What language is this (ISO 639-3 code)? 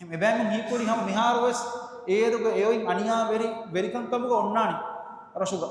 div